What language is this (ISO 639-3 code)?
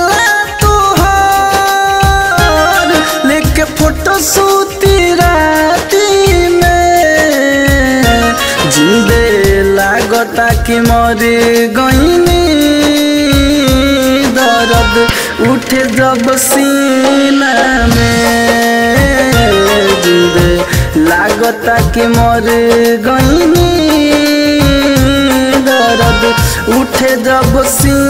bho